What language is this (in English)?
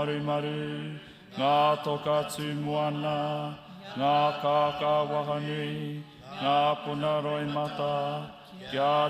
Māori